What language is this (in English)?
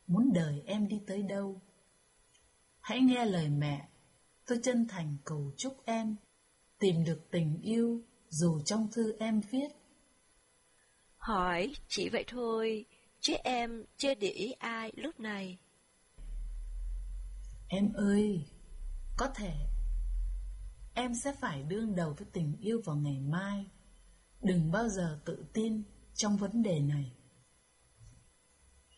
Vietnamese